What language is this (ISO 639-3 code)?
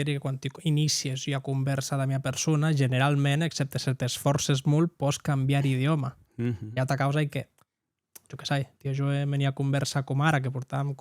oci